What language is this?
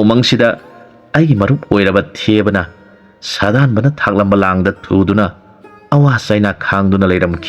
Manipuri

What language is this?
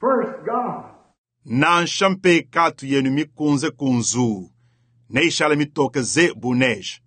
Luba-Lulua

